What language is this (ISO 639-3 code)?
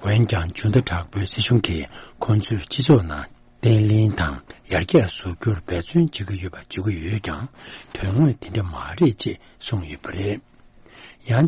bod